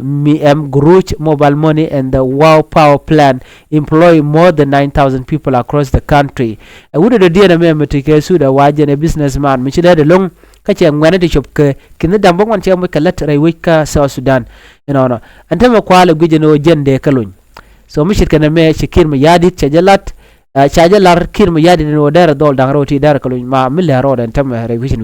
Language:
Nuer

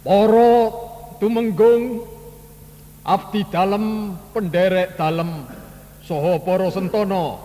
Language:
Javanese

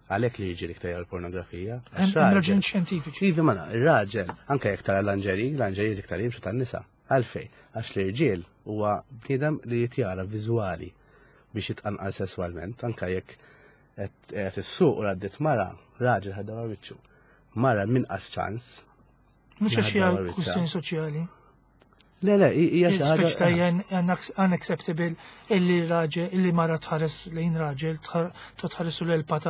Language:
Maltese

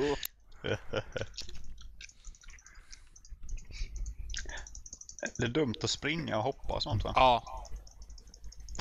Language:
Swedish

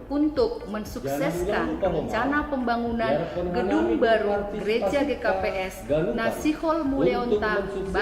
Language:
Batak Simalungun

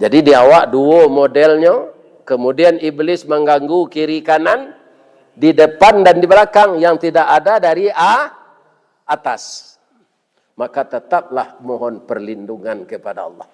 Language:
Minangkabau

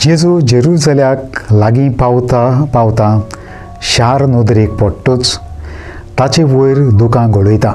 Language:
Konkani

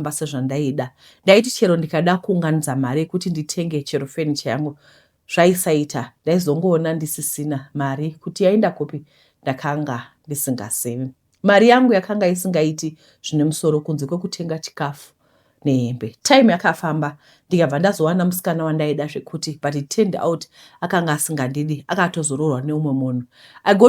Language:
Shona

